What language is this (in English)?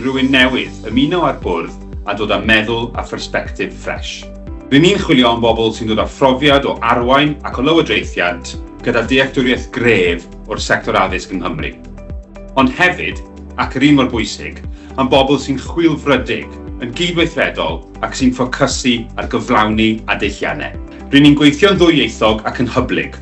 Welsh